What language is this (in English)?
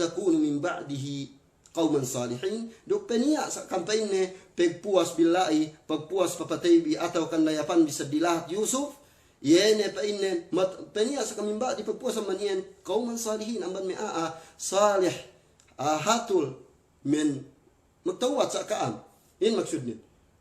Yakan